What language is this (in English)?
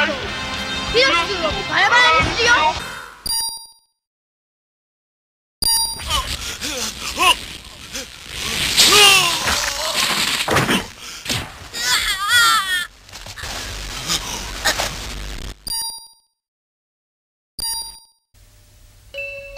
Japanese